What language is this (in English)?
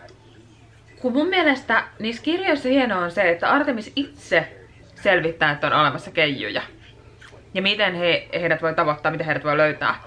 Finnish